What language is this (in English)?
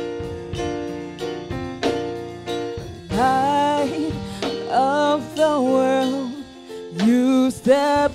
English